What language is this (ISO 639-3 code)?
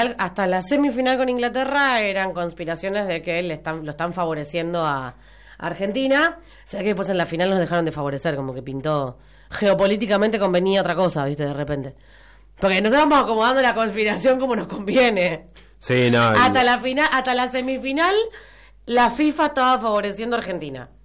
spa